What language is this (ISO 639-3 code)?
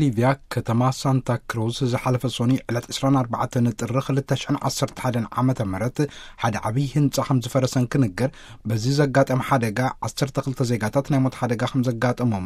tir